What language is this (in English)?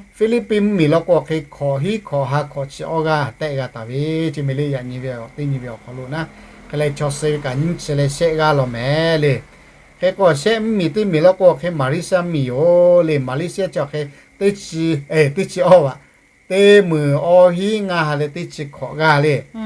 Lahu